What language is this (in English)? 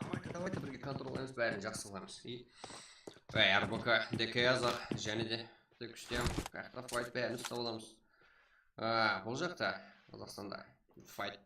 Kara-Kalpak